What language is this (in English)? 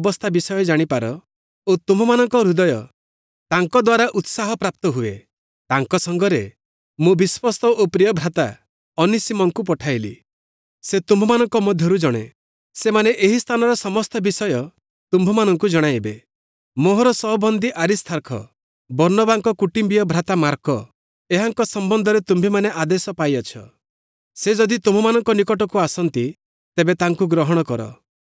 Odia